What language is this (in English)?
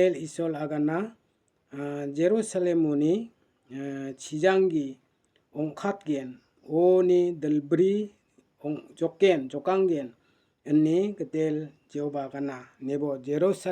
Garo